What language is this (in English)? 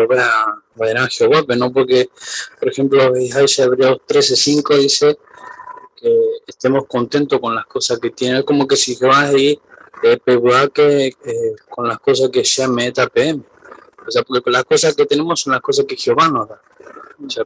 Guarani